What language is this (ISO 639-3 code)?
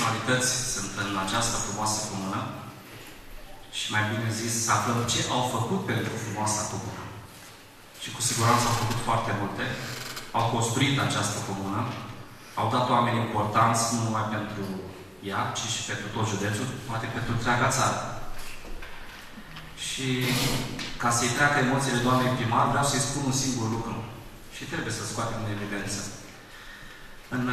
ron